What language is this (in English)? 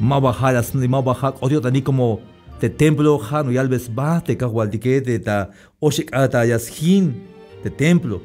Tzeltal